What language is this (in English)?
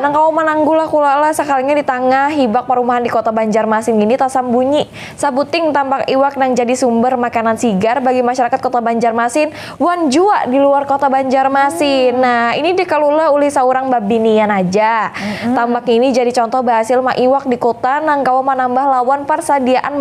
Banjar